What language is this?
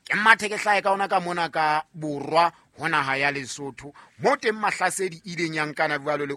Southern Sotho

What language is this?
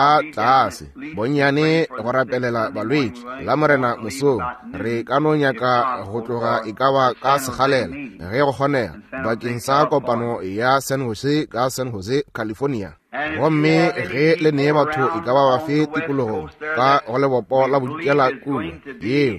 Northern Sotho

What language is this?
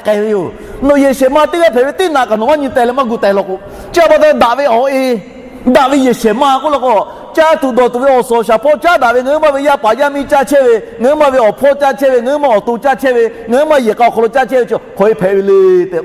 Lahu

